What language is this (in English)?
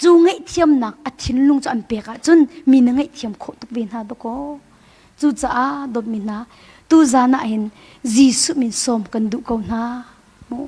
Hakha Chin